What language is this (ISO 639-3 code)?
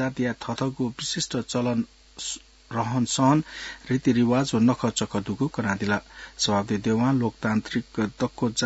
new